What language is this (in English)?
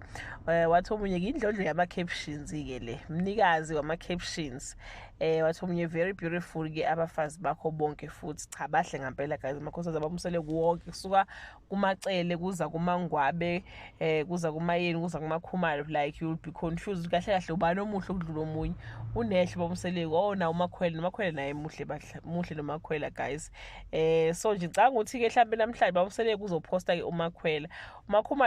Zulu